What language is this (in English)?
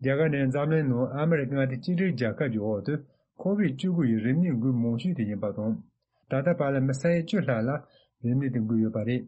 Tibetan